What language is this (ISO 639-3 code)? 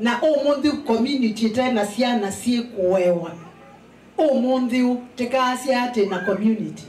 kam